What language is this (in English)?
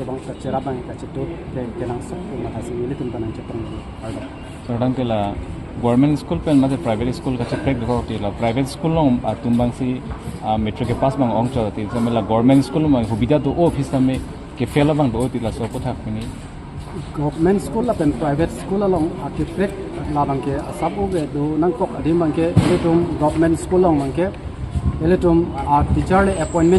Karbi